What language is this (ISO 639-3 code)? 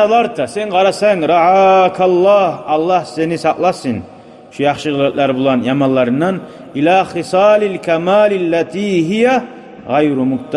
kum